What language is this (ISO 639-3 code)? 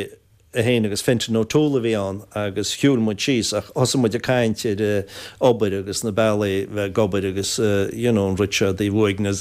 gle